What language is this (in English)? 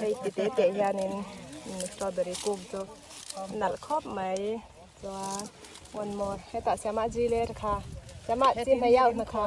Mizo